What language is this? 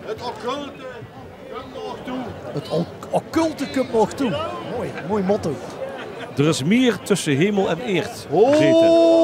Limburgish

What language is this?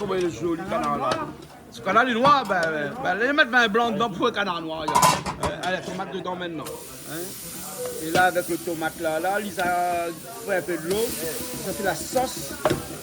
Réunion Creole French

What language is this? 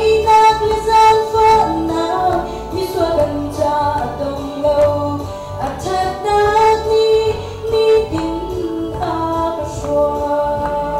Hakha Chin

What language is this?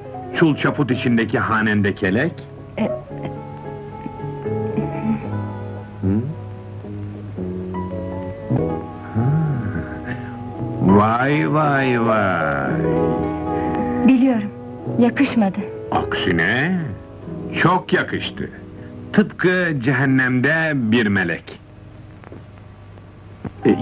Turkish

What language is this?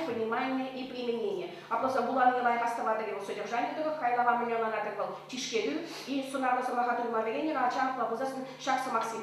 Chuvash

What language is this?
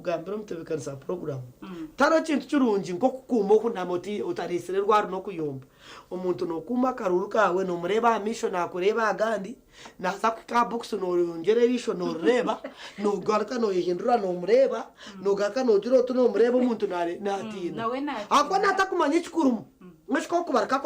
Nyankole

